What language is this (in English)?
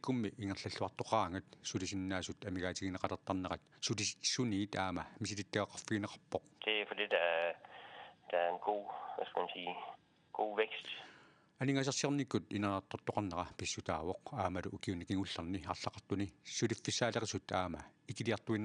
Kalaallisut